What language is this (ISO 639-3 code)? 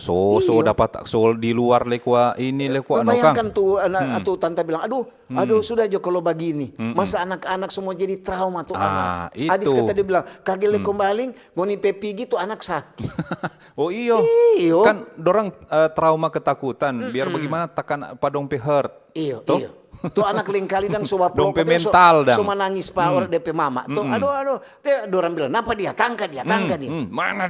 xmm